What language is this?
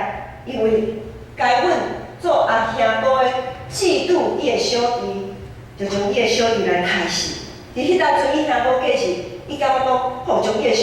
Min Nan Chinese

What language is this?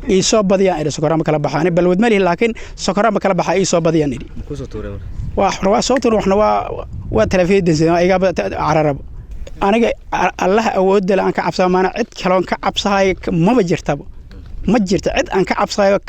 Somali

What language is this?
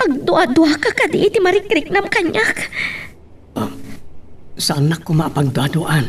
Iloko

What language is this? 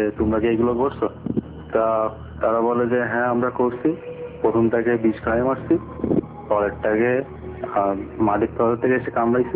Bangla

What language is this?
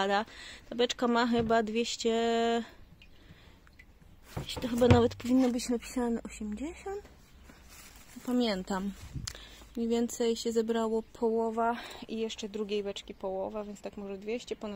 Polish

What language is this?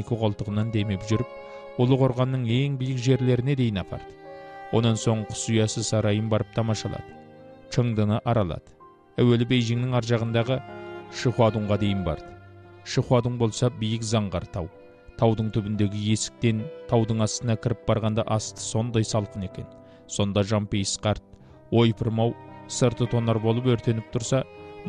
Kazakh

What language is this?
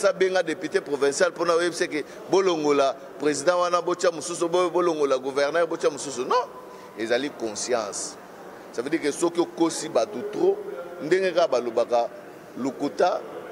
Lingala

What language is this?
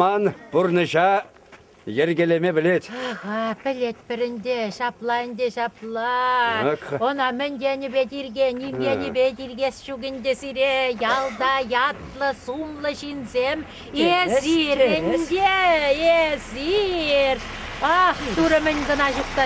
Chuvash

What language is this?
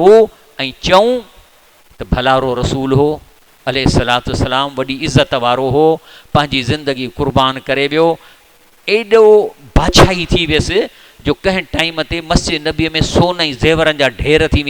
Sindhi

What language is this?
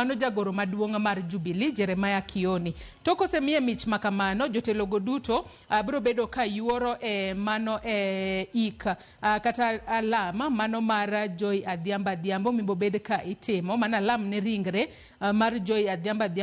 Luo (Kenya and Tanzania)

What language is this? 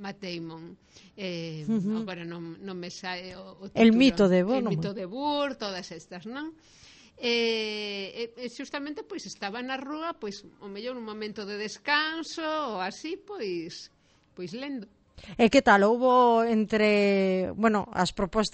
Galician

